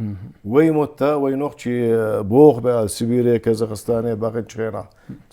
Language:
Chechen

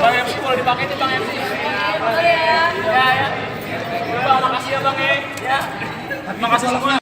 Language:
Betawi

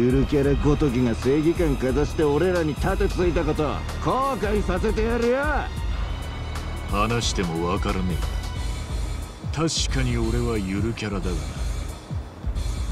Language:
Japanese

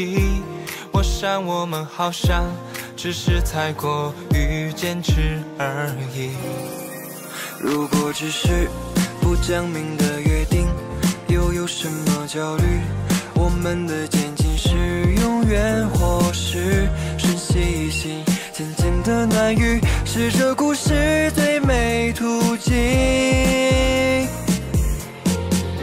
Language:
Chinese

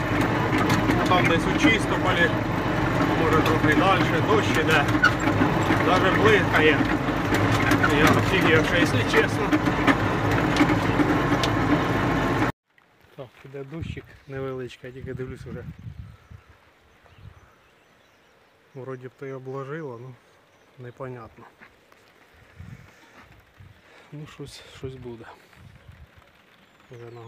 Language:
Ukrainian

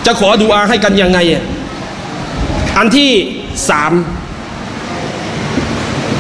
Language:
Thai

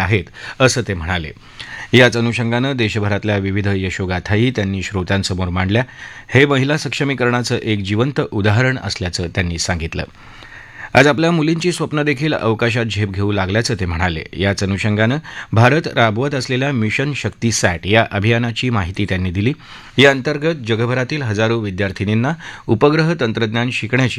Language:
Marathi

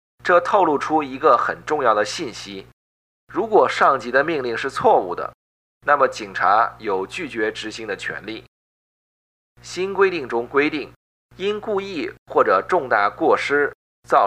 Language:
Chinese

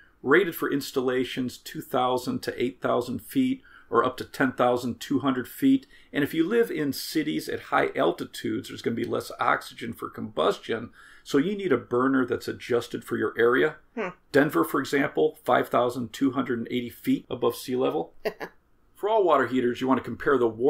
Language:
English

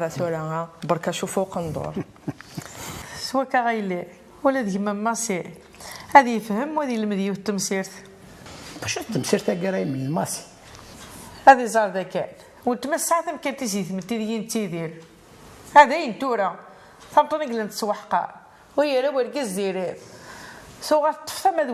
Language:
Kabyle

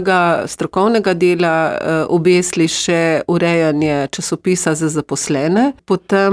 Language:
Slovenian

